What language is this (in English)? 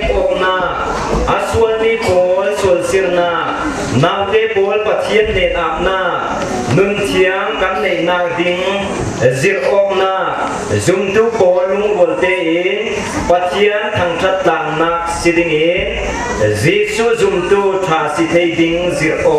Falam Chin